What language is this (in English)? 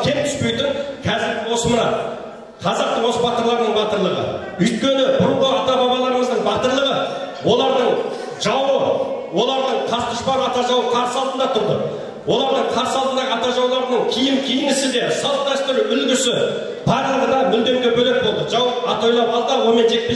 Kazakh